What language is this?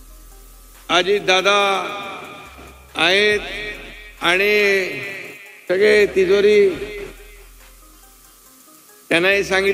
Marathi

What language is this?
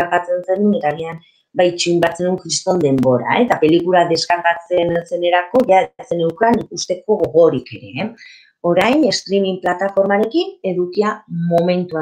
Basque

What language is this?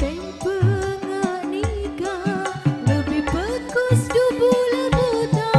Madurese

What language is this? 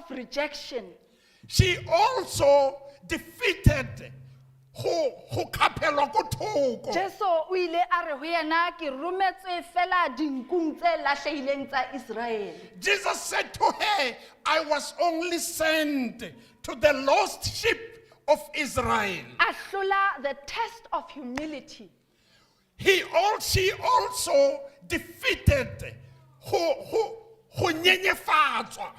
Southern Sotho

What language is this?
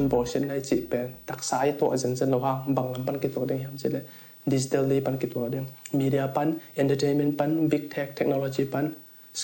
Tedim Chin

